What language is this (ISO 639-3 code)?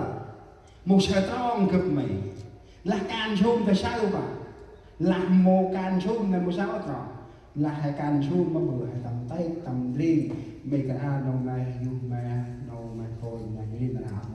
cmo